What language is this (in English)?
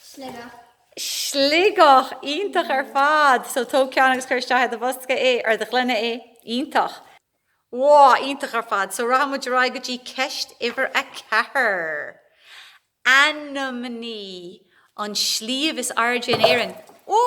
Irish